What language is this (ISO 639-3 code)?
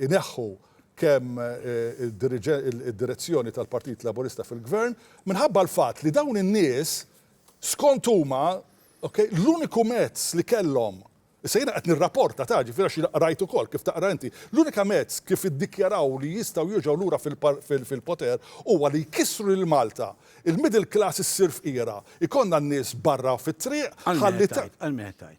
mlt